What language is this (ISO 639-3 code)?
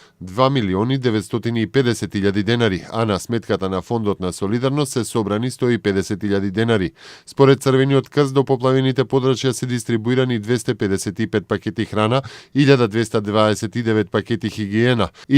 mkd